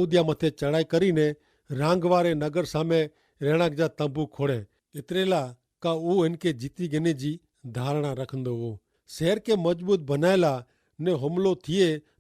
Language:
Kachhi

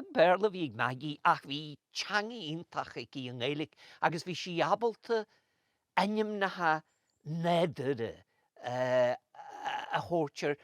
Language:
Irish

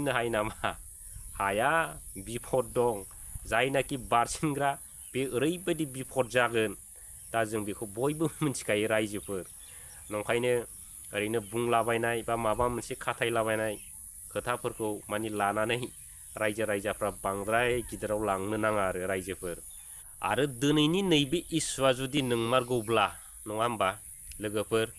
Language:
Bodo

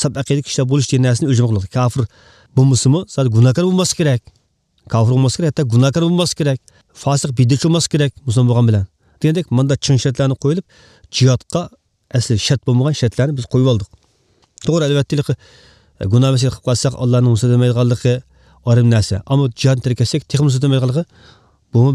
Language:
Uyghur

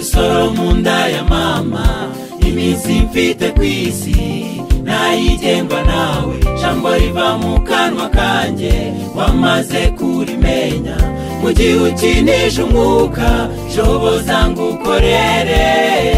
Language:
Kinyarwanda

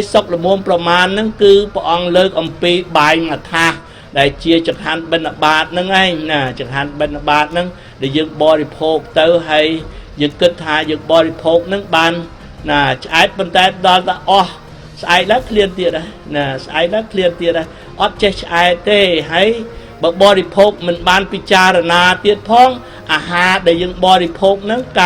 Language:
Khmer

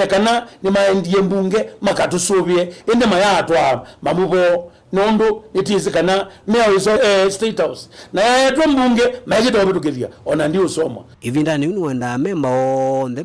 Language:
Kamba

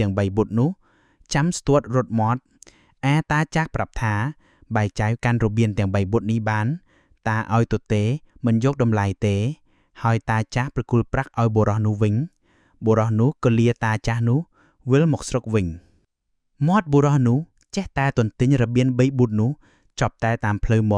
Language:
Khmer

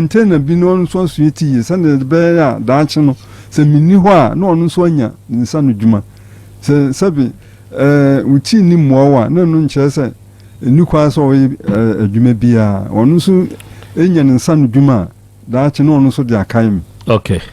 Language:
Akan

